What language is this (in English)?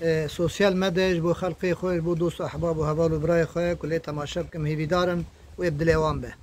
Kurdish